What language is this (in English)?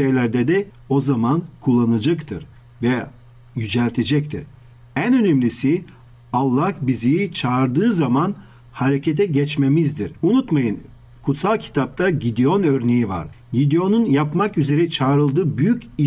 Turkish